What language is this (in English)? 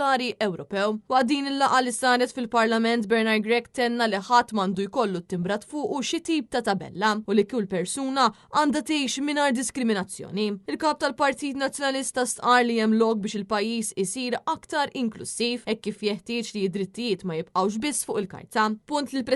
Maltese